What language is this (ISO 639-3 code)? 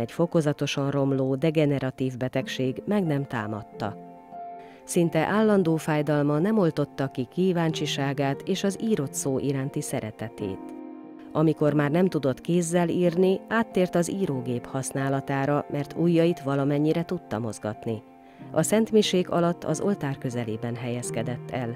hun